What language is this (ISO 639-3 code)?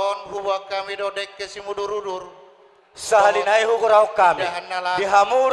bbc